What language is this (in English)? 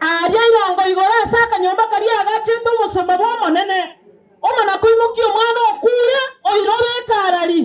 Gusii